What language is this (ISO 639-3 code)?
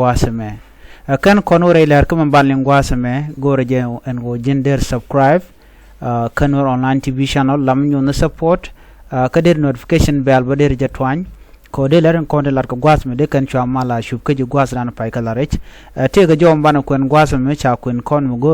nus